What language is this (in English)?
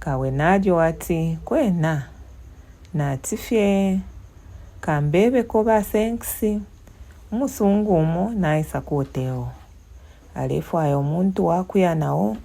Bemba